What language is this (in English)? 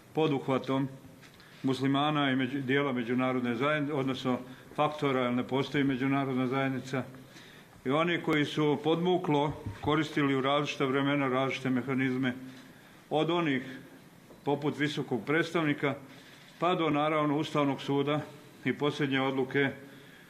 Bosnian